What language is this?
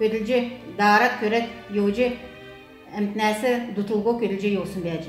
Kalmyk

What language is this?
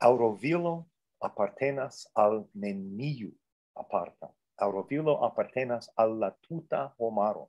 Esperanto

